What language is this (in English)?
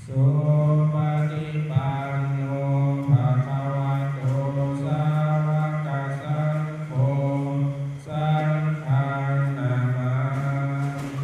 Pali